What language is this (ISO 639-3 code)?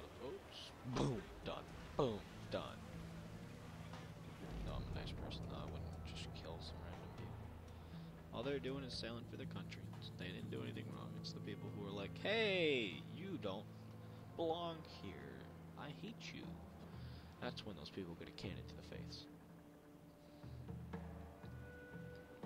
eng